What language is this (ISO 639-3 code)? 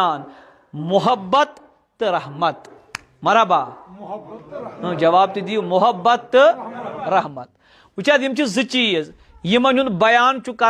kas